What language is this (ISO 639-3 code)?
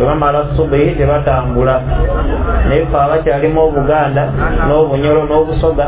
lug